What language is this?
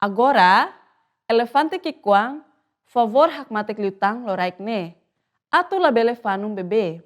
Tetum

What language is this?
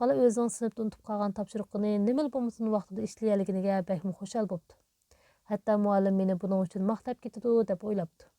Uyghur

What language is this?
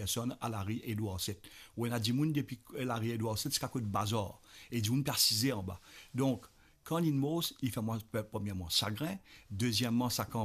Morisyen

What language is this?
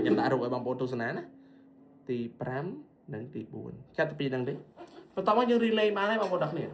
Khmer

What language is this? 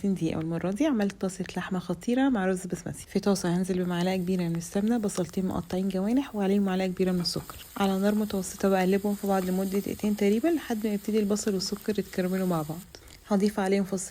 Egyptian Arabic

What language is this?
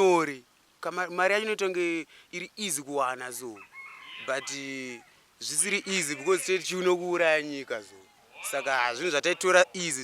Shona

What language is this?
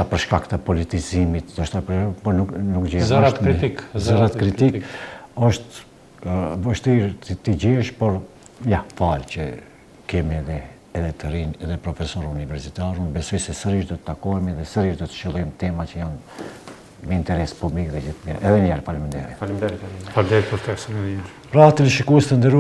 Albanian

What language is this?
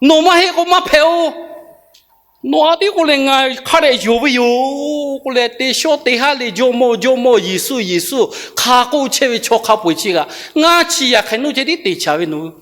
Lahu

